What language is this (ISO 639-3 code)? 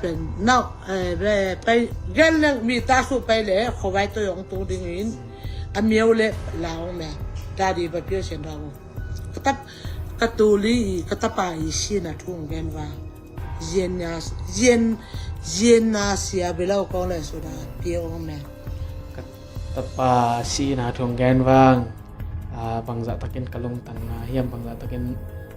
ctd